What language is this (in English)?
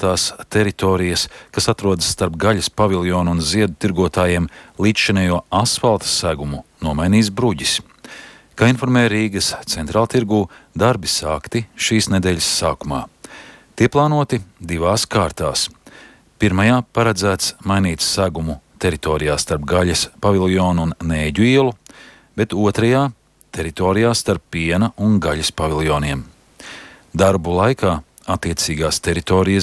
Latvian